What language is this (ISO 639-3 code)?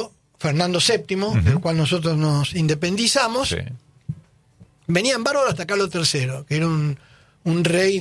spa